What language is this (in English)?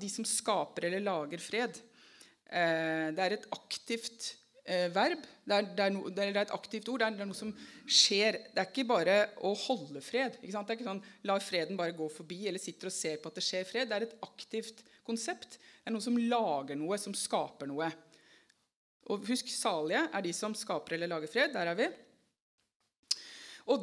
Norwegian